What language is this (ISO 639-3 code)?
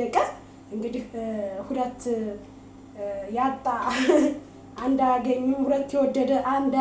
amh